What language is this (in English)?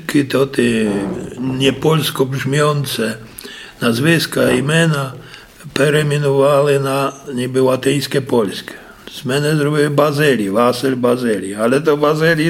Rusyn